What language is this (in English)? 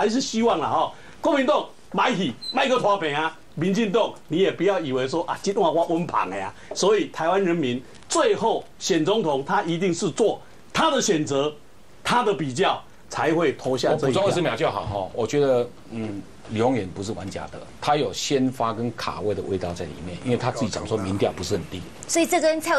Chinese